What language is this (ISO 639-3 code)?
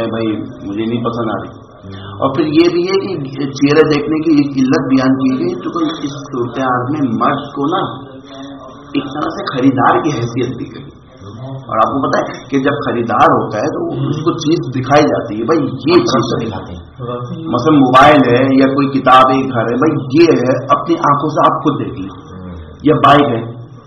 urd